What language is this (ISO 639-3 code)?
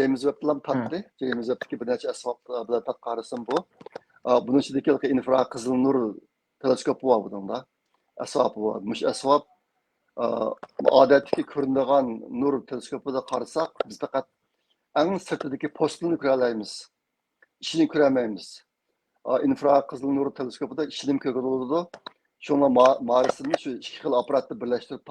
uig